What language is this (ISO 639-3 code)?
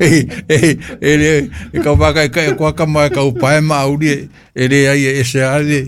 smo